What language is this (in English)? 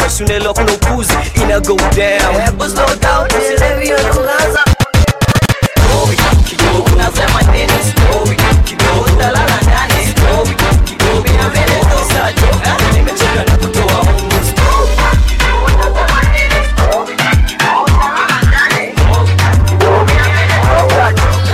Swahili